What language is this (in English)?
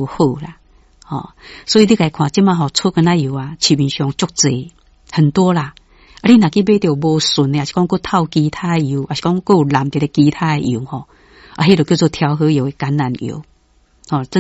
Min Nan Chinese